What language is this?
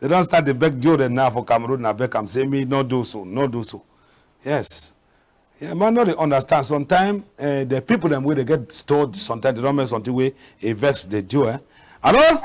Cameroon Pidgin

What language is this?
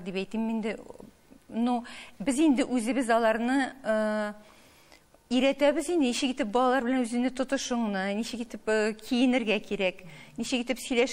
Tatar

